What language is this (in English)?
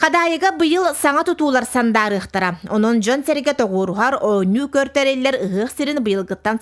Yakut